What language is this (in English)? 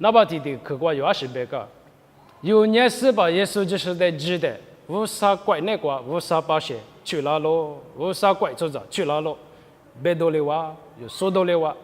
Lisu